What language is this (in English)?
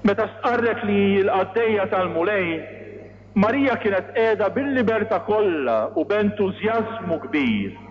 Maltese